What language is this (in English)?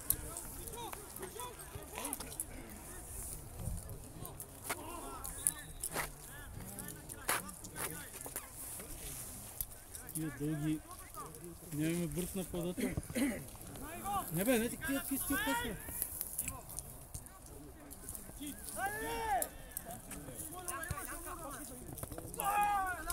Bulgarian